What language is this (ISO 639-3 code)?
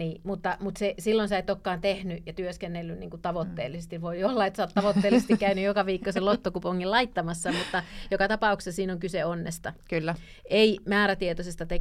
fin